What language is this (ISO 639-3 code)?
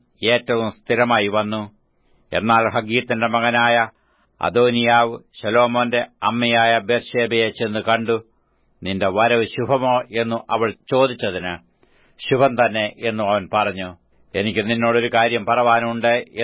mal